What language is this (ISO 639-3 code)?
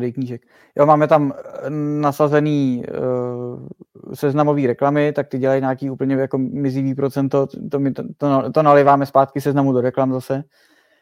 ces